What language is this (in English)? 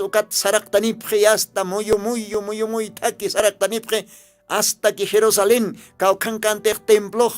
Aymara